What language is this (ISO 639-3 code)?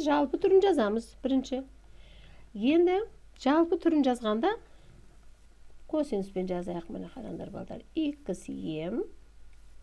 kaz